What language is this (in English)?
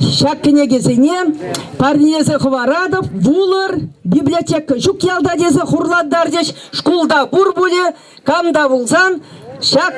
Chuvash